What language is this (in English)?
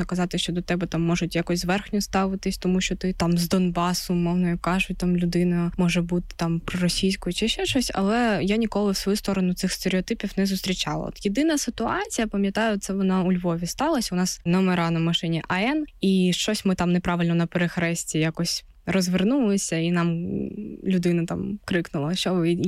Ukrainian